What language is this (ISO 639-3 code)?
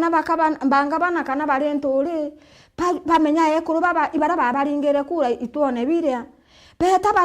mer